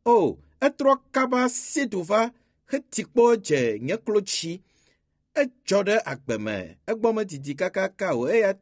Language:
Ewe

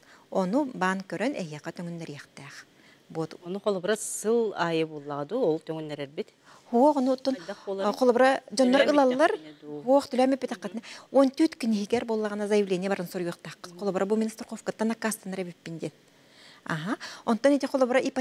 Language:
Yakut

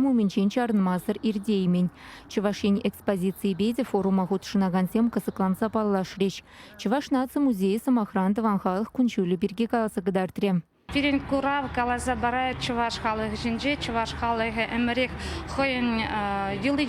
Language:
Chuvash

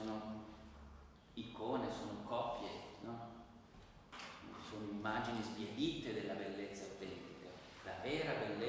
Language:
Italian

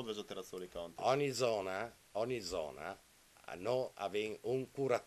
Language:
Italian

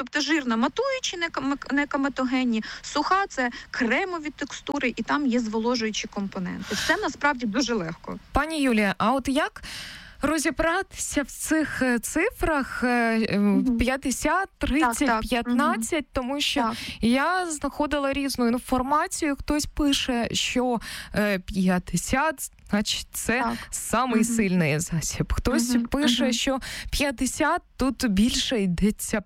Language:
Ukrainian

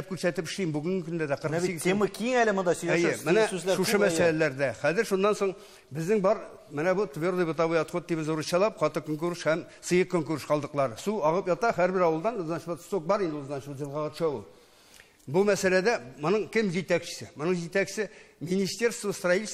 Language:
Tatar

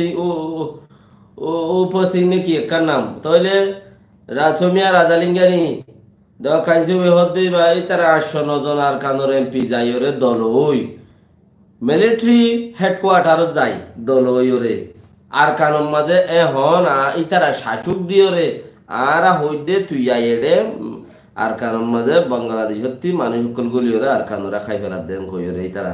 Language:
Rohingya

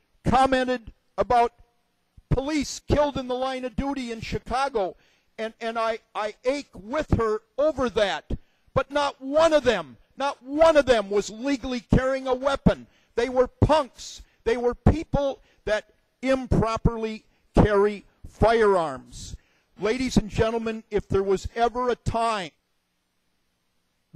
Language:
English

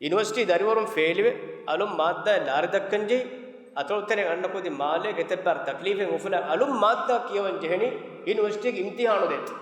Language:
Divehi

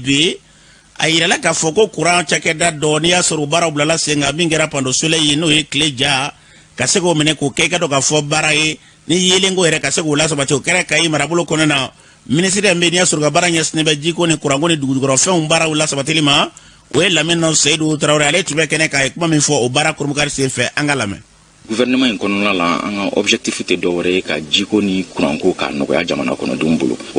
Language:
Bambara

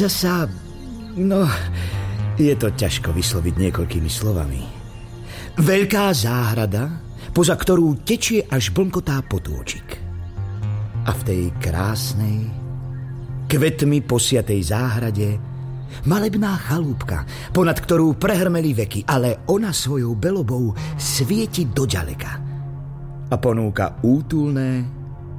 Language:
Slovak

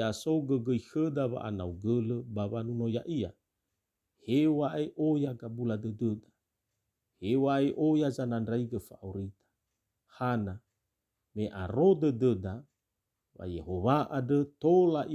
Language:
Nias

